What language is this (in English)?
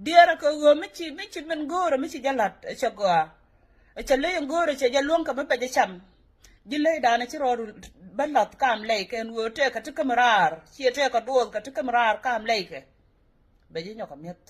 Nuer